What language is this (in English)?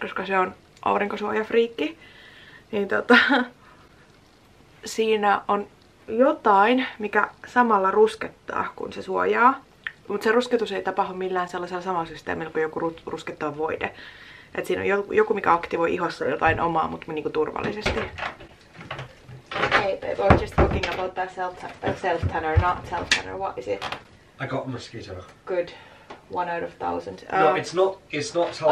Finnish